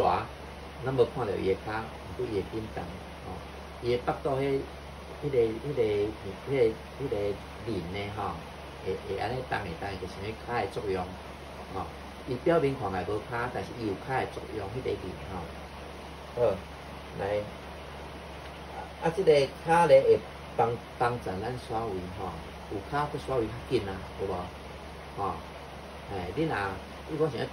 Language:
Min Nan Chinese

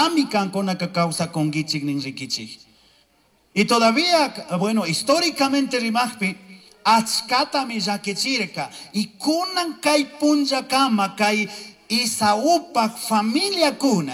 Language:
Chimborazo Highland Quichua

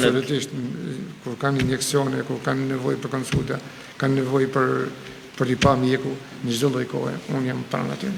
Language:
Albanian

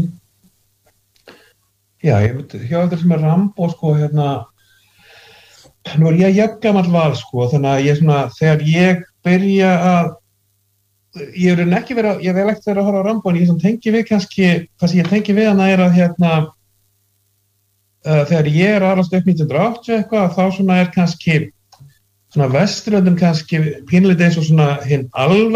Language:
Icelandic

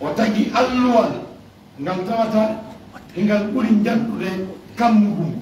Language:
Fula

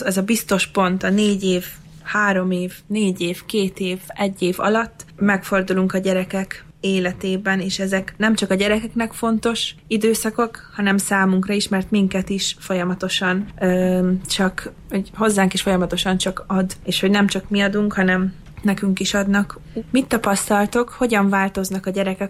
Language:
Hungarian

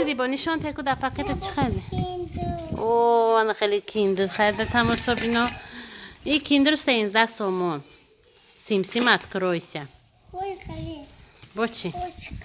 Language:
Tajik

